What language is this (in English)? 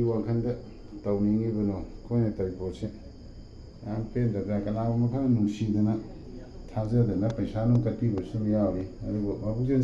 Manipuri